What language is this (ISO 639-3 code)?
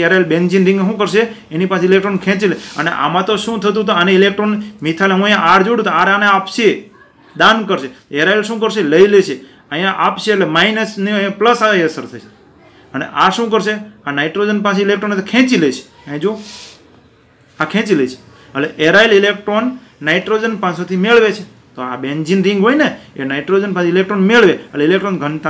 guj